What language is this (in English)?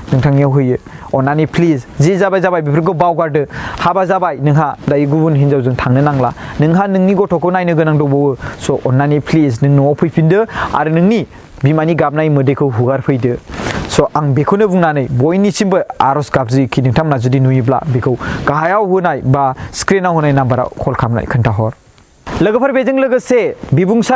Bodo